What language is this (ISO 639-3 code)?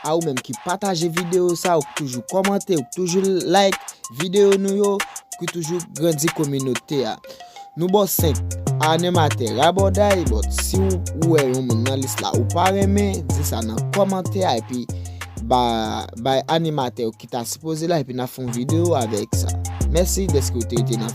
hat